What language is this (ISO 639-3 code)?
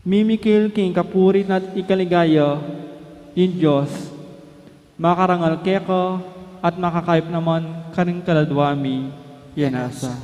pam